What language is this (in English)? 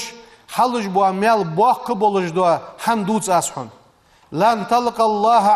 Ingush